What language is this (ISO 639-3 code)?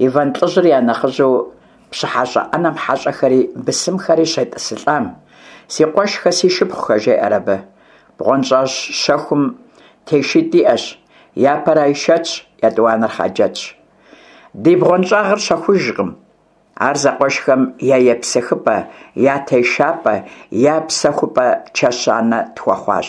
kbd